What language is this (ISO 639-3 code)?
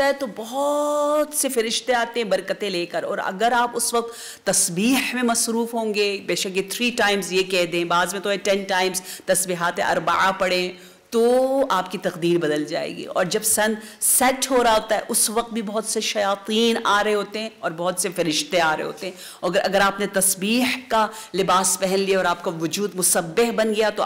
urd